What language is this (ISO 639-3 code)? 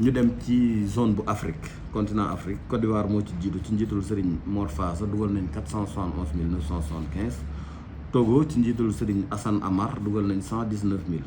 wol